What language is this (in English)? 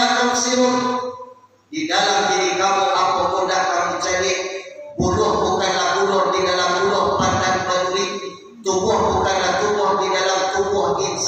Minangkabau